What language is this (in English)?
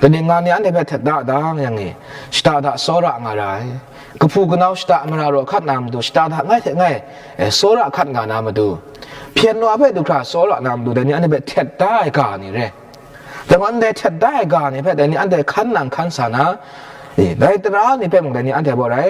Kachin